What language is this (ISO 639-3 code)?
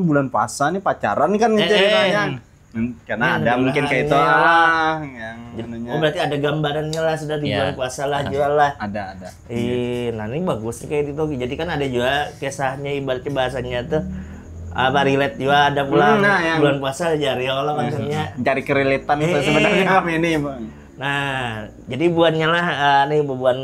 bjn